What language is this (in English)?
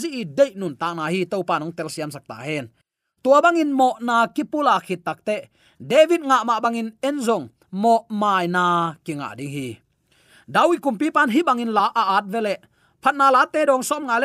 Tedim Chin